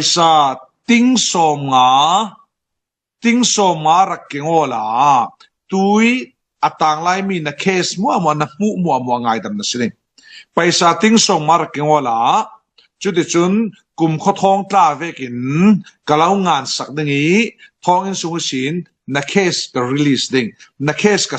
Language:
Falam Chin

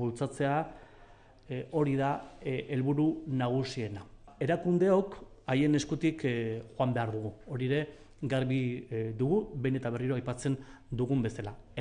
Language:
Basque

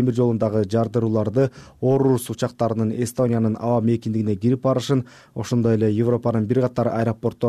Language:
Kyrgyz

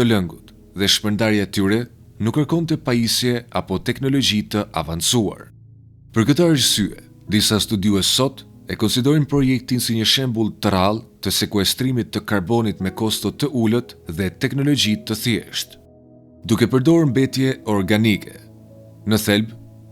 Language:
Albanian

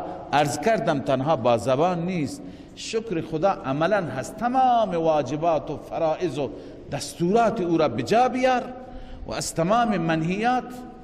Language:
Persian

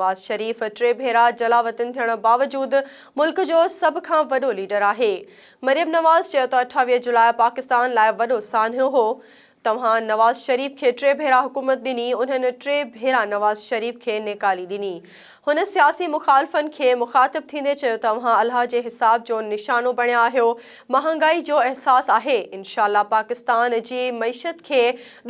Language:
Sindhi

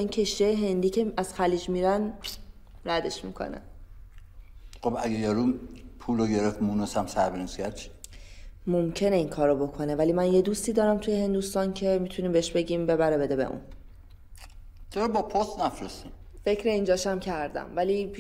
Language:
Persian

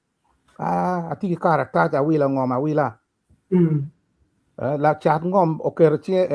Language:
Acoli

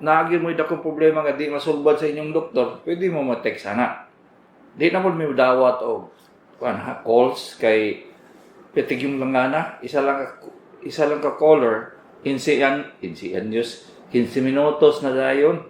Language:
Cebuano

